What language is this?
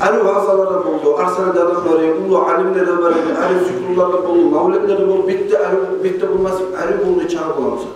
Kumyk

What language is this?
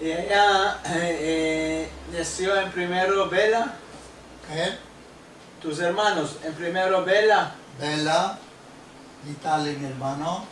Ladino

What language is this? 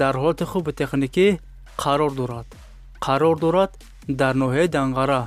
Tajik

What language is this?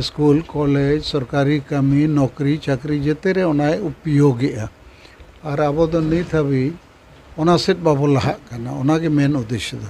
Santali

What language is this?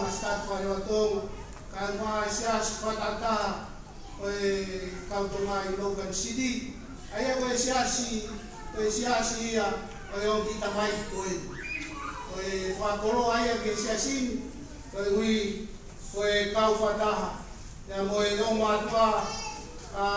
Tongan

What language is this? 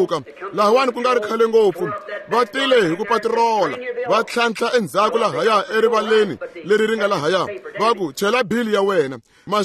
Tsonga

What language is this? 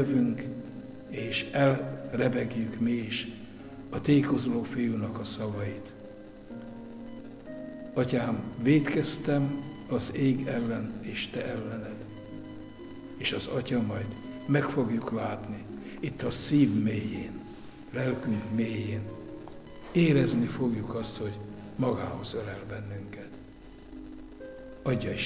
Hungarian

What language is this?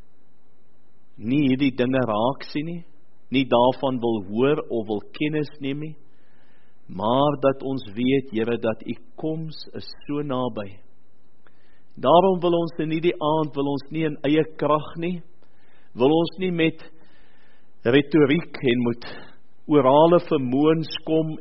Afrikaans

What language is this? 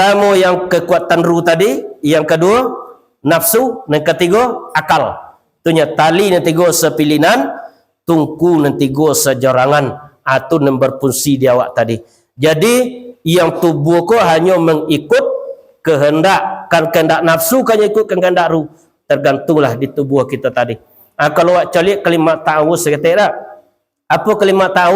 Minangkabau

